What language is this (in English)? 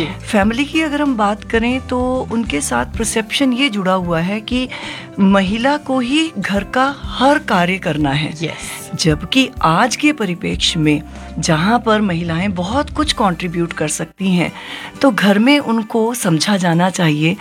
Hindi